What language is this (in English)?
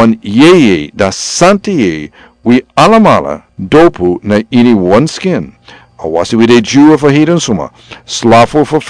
Sranan Tongo